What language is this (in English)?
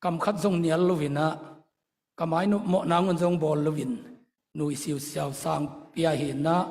Tedim Chin